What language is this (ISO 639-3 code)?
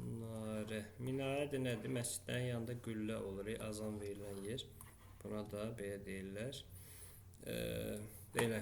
aze